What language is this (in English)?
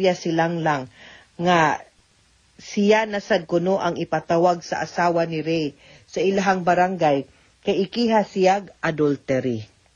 Cebuano